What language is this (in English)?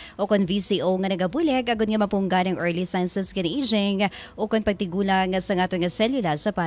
Hiligaynon